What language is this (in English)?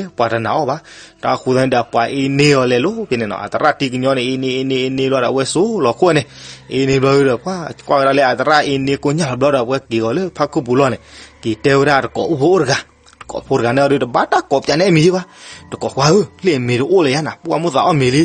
S'gaw Karen